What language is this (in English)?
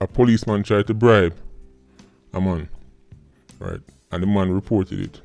Jamaican Creole English